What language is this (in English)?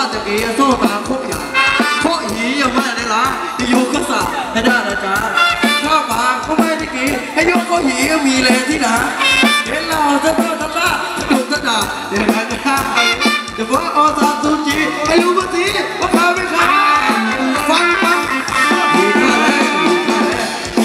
Thai